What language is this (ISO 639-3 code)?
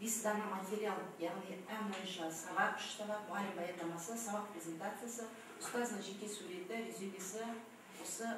kaz